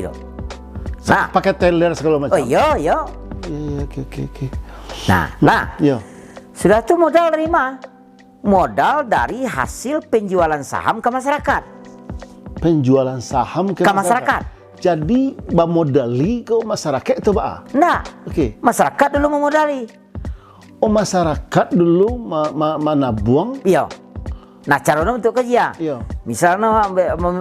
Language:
Minangkabau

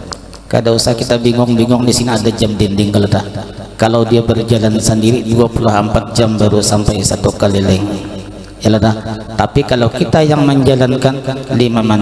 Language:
Banjar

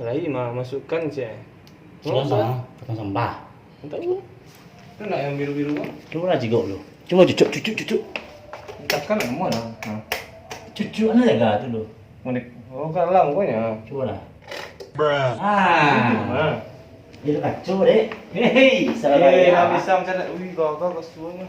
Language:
Minangkabau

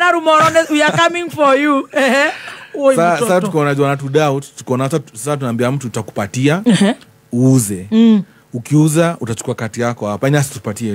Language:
Swahili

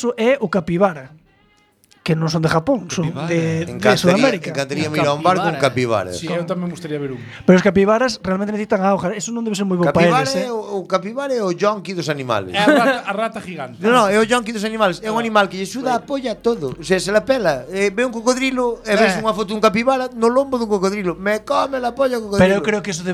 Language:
Galician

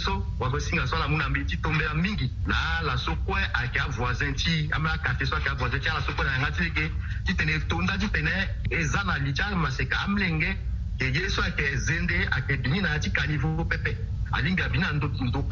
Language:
Sango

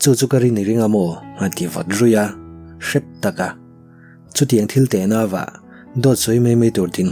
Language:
Mizo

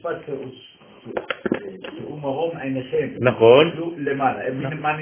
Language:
Hebrew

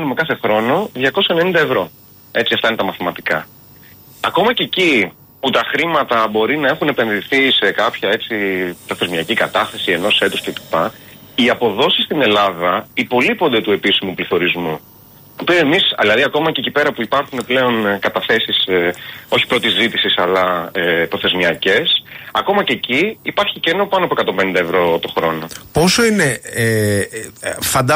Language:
Greek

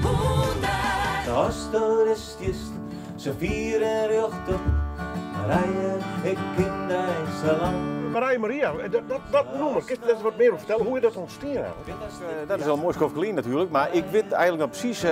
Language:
Western Frisian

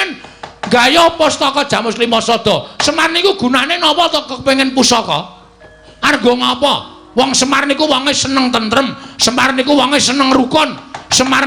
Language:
Javanese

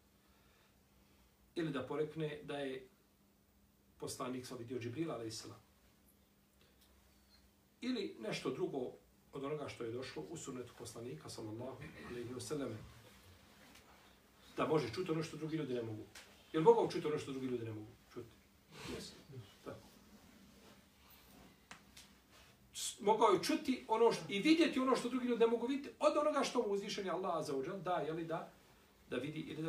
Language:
Bosnian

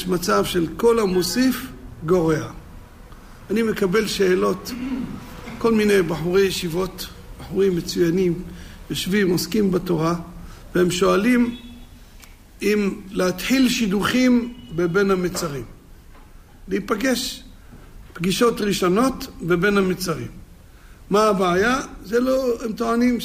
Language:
Hebrew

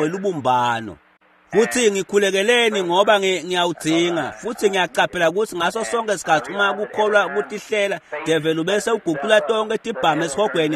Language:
Swati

